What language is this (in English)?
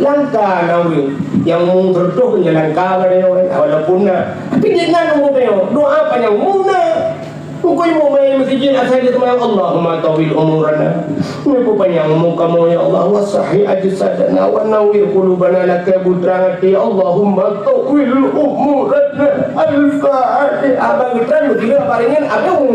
Achinese